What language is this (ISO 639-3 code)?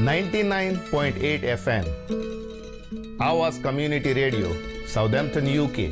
kok